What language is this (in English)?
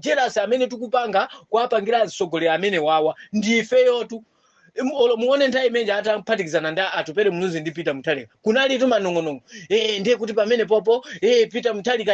Nyanja